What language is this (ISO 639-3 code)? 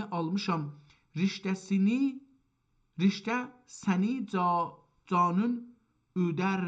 azb